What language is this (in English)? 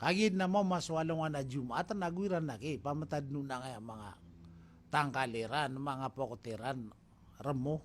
Maranao